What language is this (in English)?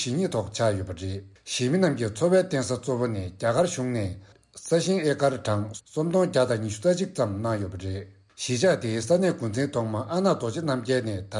Tibetan